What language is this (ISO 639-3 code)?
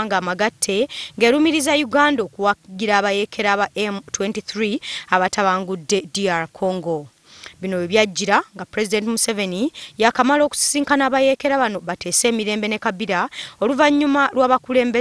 lug